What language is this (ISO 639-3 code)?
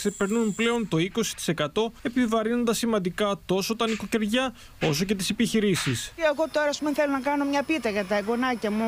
ell